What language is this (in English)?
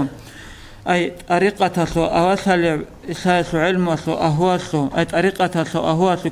Avaric